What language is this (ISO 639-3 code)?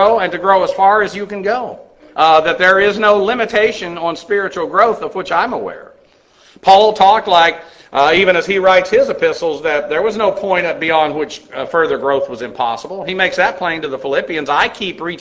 eng